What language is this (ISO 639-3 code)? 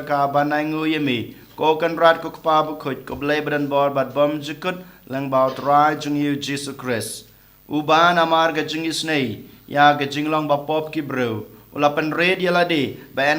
kha